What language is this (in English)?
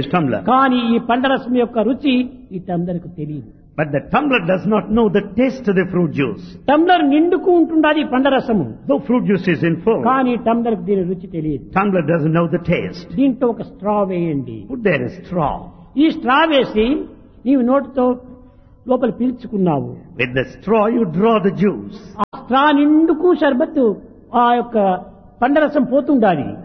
Telugu